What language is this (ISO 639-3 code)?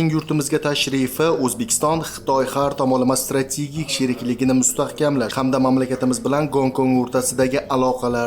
uzb